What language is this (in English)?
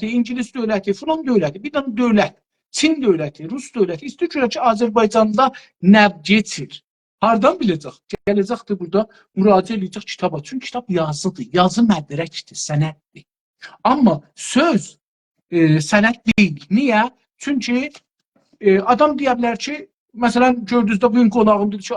South Azerbaijani